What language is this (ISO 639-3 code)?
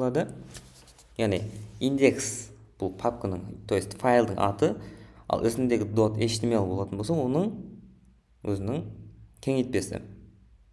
kaa